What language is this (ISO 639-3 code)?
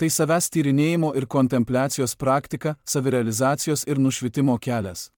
lit